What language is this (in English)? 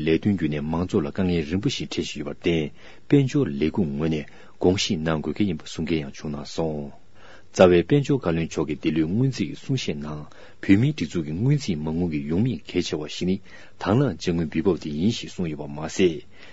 Tibetan